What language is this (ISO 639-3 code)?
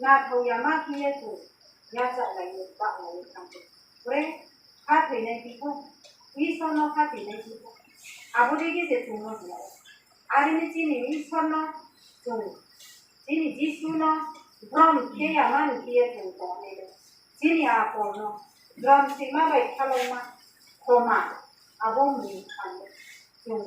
ria